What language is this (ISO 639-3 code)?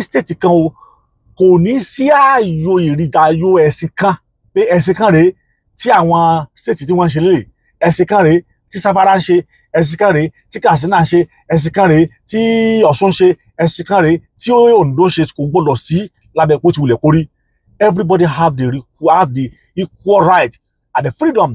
yor